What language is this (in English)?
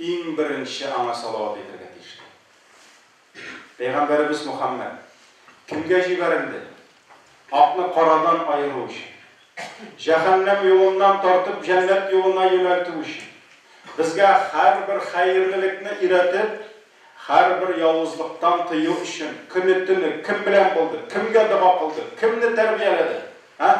Tatar